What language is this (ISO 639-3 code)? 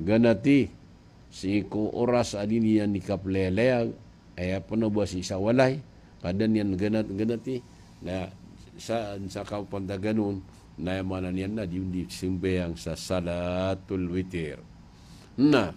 mrw